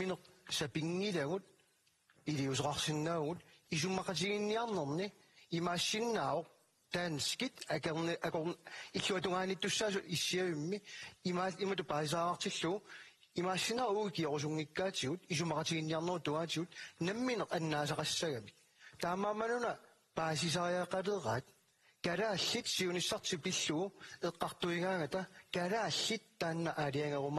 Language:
Kalaallisut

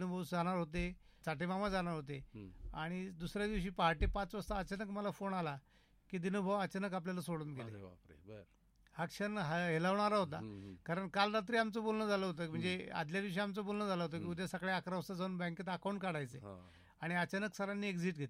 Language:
Marathi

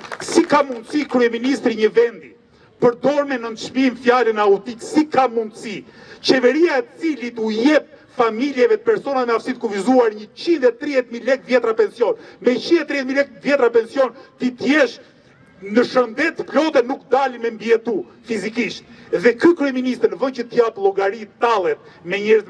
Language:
Albanian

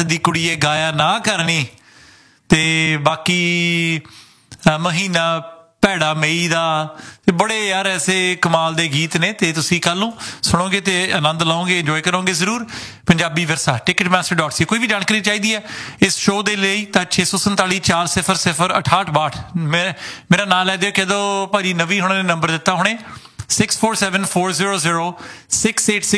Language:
Punjabi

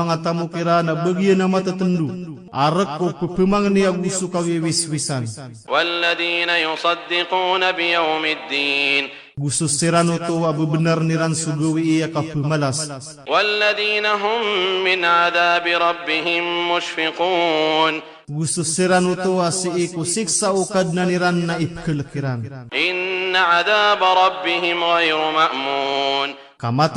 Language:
Maranao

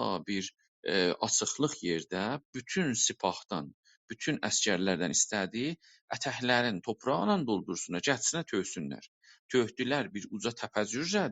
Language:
South Azerbaijani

